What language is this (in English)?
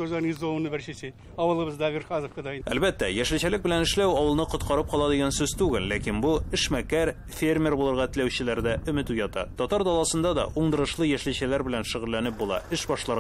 Tatar